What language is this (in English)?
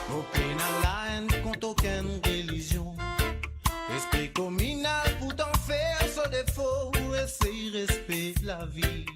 Morisyen